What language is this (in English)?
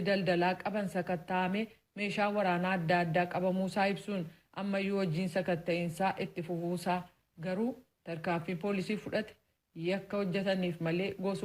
Oromo